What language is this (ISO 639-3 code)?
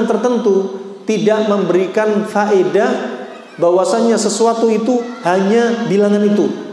ind